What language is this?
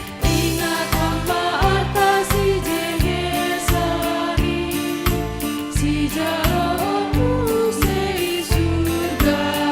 Batak Simalungun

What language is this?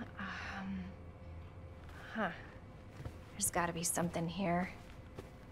English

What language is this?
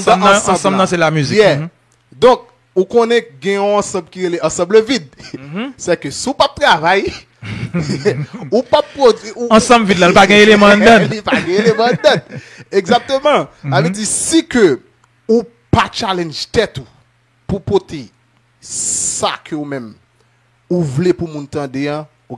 Haitian Creole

